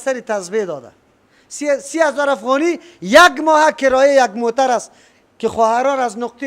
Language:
Persian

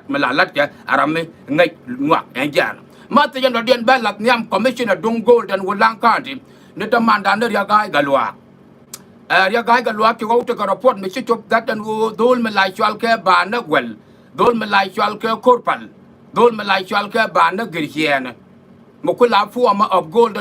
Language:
Nuer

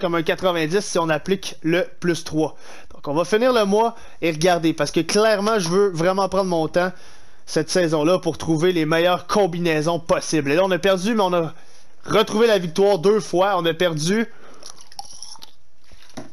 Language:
French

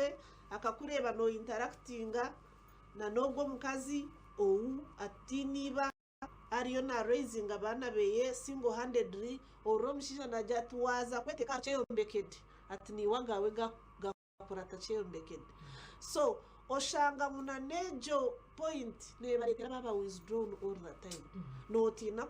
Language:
Nyankole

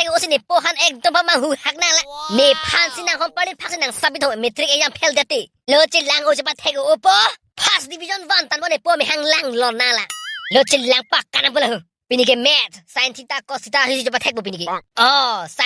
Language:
Karbi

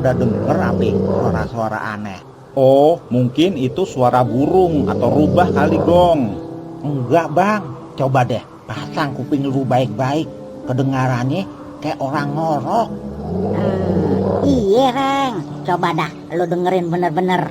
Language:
Betawi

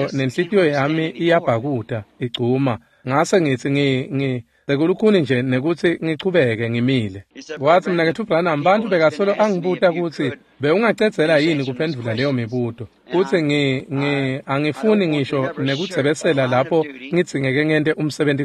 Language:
Swati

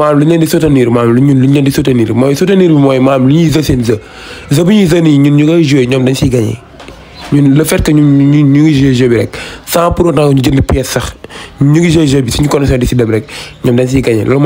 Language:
Wolof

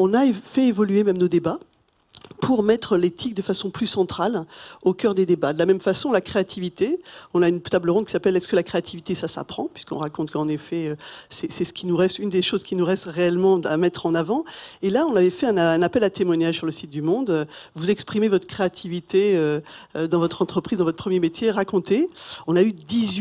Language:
French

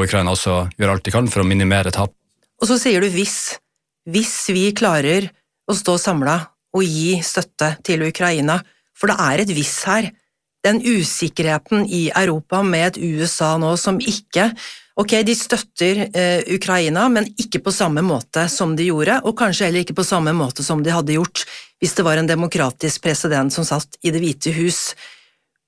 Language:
Norwegian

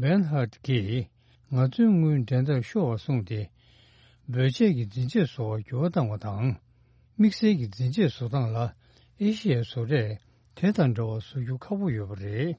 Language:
Tibetan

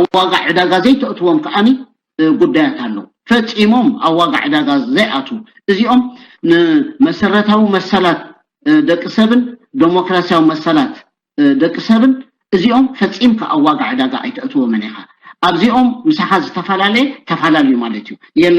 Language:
Tigrinya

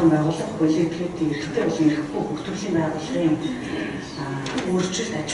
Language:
Mongolian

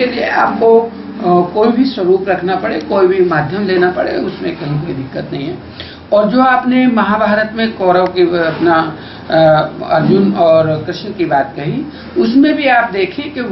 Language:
Hindi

